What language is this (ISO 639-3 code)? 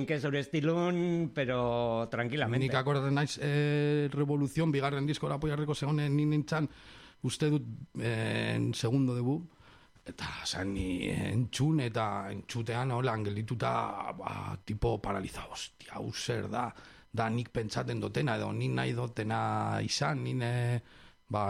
eus